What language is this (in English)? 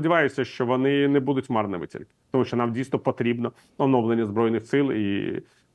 Ukrainian